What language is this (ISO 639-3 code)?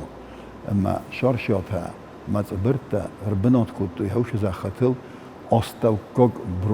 oss